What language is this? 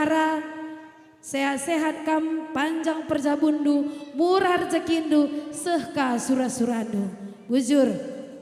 Batak Karo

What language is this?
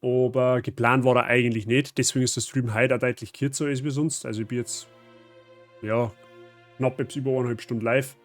Bavarian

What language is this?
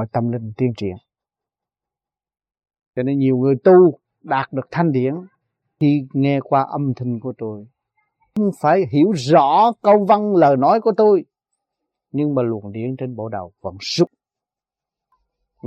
Vietnamese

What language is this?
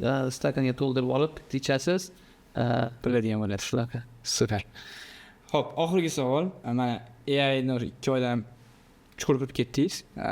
Uzbek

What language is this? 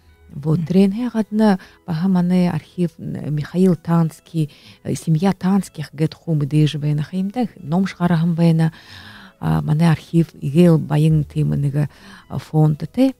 Buriat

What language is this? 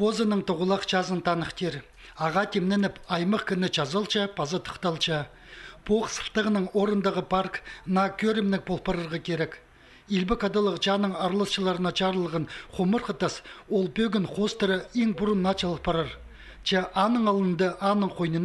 Khakas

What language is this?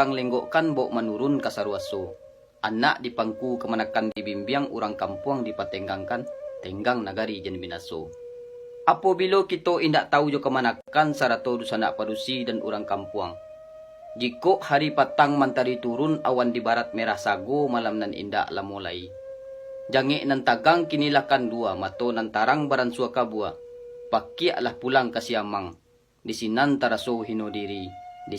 Minangkabau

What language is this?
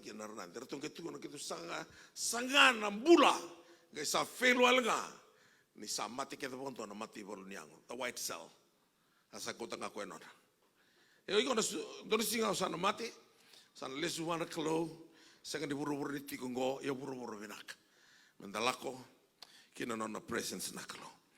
Fijian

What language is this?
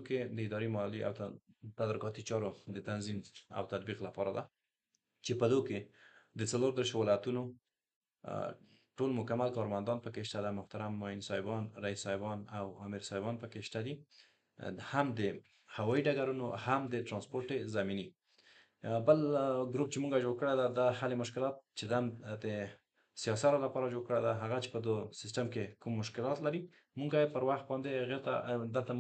Pashto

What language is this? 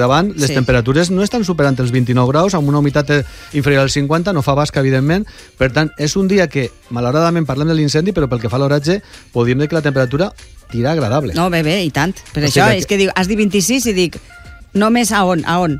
Catalan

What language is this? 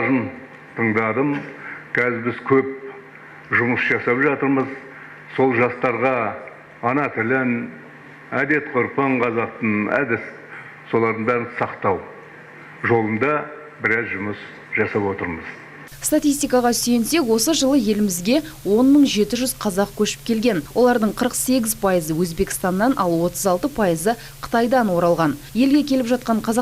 Kazakh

